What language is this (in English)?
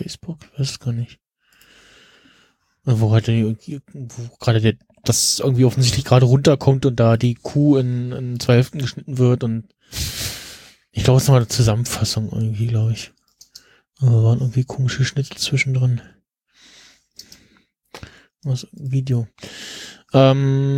German